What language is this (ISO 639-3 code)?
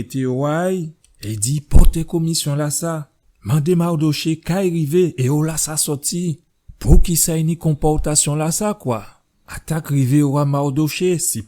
gcf